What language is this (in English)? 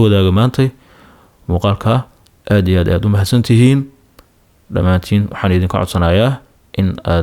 Somali